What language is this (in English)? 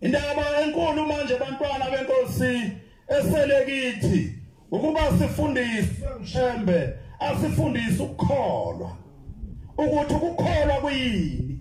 Zulu